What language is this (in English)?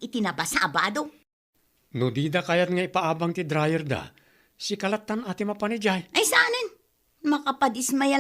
Iloko